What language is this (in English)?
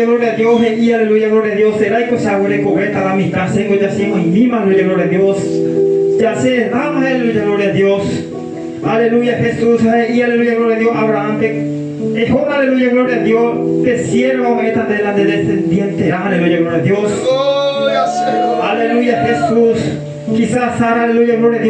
Guarani